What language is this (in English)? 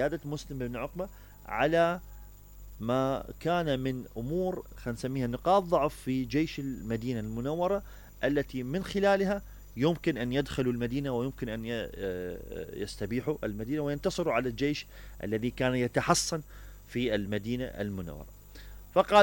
Mesopotamian Arabic